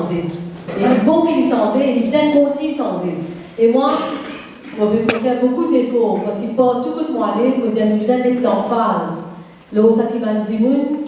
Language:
Morisyen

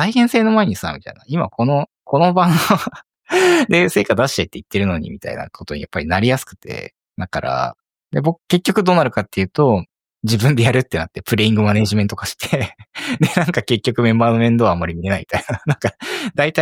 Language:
Japanese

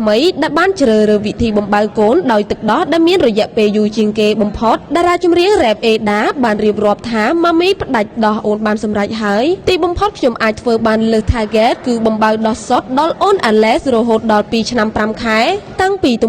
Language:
Khmer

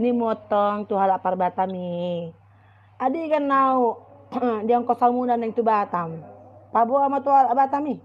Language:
Batak Toba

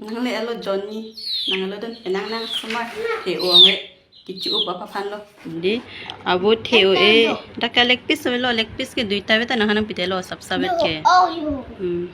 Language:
Karbi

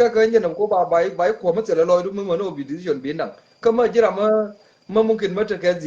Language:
Nuer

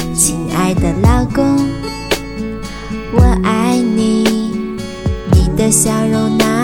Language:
Chinese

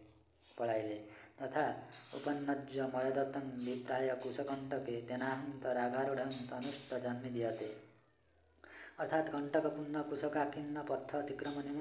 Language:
Odia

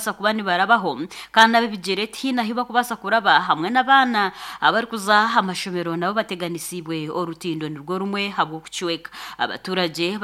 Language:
Nyankole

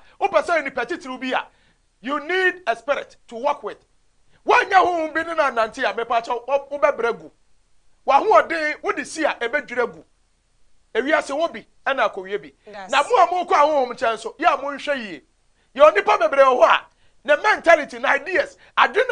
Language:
Akan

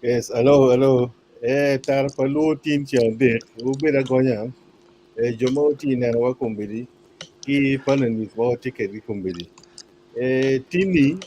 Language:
Acoli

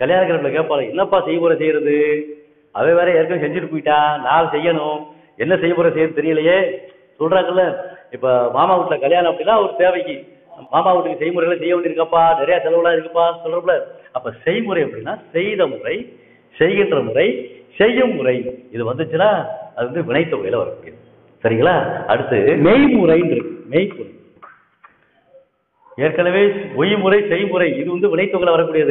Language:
Tamil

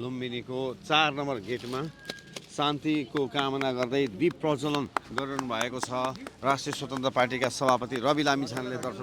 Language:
Nepali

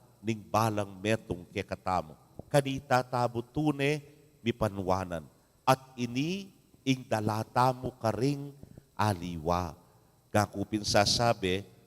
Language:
Pampanga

